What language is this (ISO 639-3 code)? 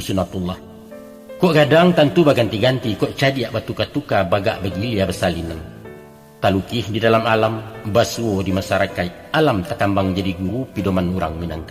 min